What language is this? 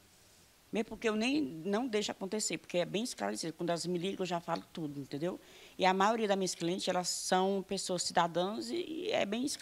Portuguese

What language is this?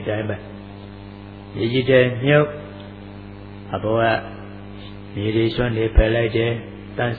Burmese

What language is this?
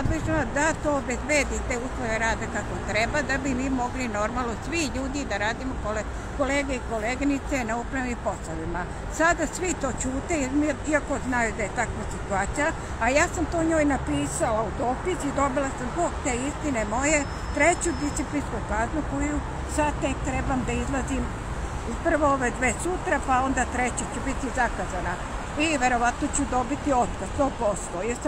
Serbian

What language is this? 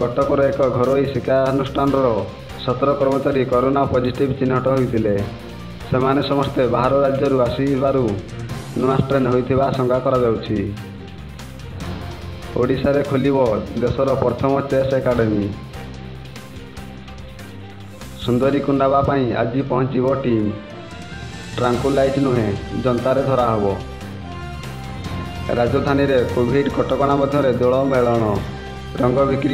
Odia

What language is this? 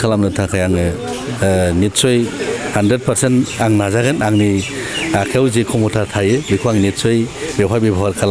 Bodo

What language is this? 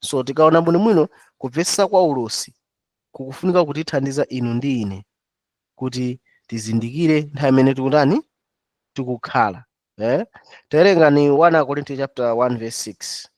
Nyanja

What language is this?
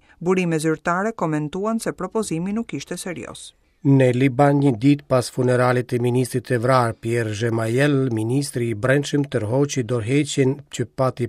Albanian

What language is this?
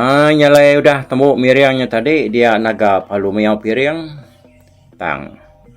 Iban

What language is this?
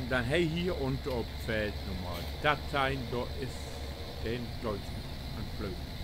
Low German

